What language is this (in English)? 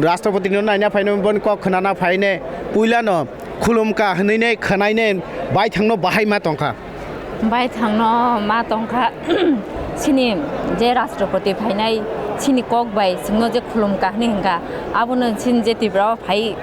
Kok Borok